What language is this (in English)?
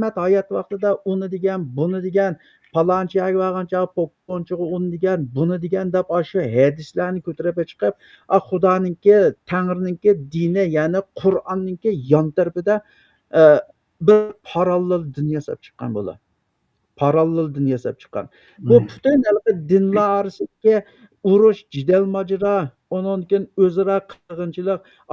Uyghur